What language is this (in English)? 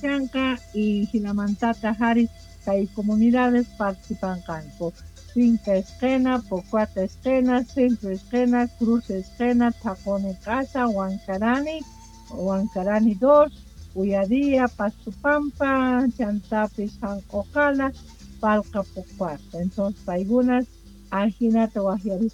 South Bolivian Quechua